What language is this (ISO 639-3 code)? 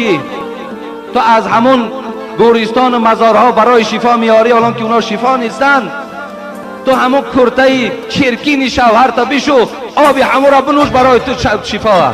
tgk